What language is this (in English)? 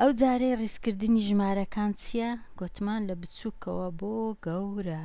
Central Kurdish